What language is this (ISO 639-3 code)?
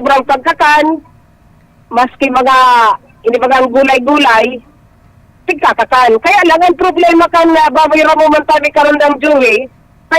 bik